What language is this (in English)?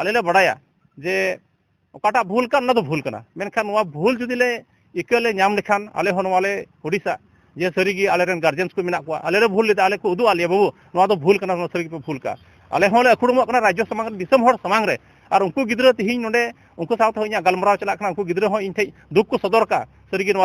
Santali